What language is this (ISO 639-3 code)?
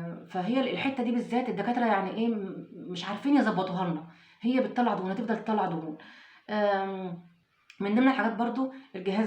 arz